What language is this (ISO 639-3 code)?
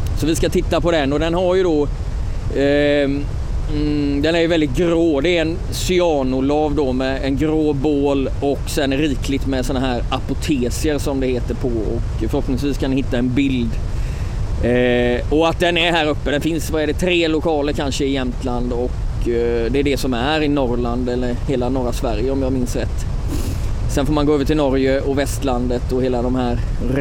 swe